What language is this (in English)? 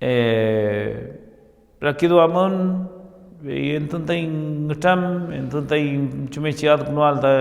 Mapuche